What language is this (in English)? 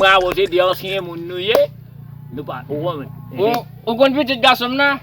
Haitian Creole